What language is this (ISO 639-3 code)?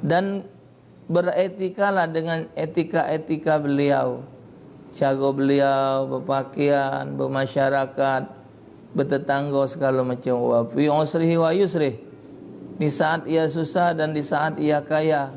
mui